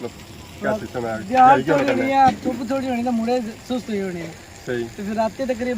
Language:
Pahari-Potwari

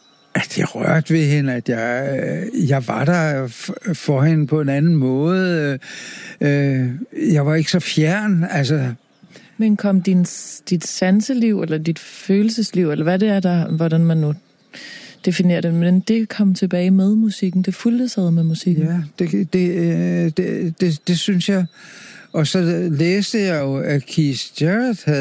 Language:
Danish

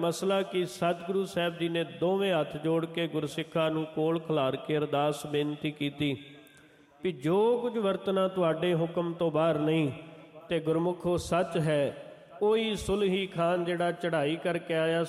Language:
Punjabi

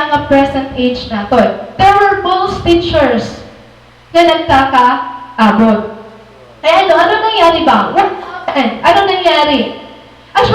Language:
Waray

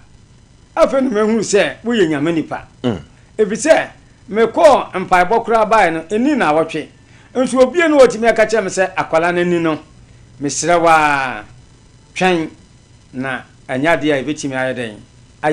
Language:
Akan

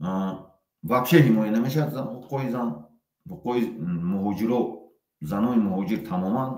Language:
Tajik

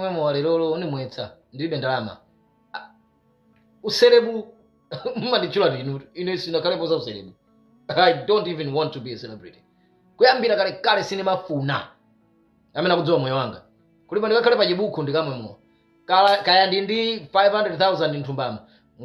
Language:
Nyanja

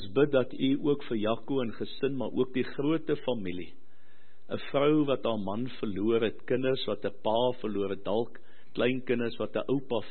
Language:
Afrikaans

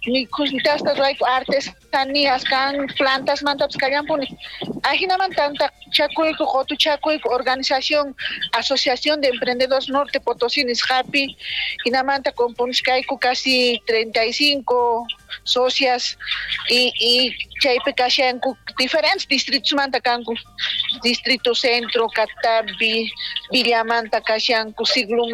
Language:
South Bolivian Quechua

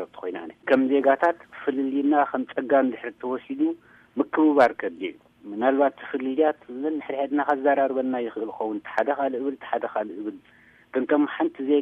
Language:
Tigrinya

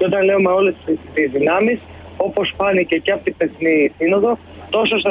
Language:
Greek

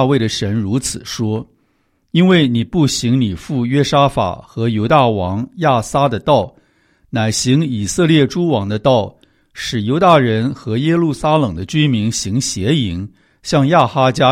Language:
Chinese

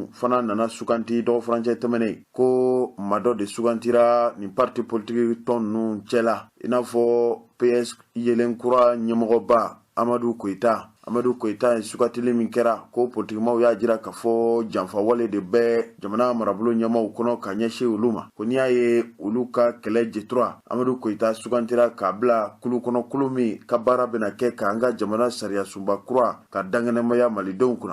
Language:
Bambara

